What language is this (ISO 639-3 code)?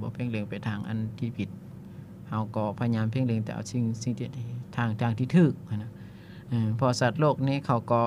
lao